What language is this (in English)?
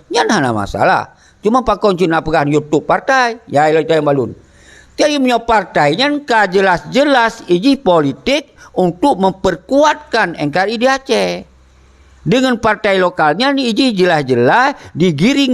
Achinese